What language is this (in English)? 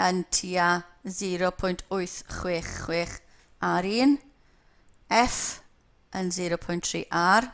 Welsh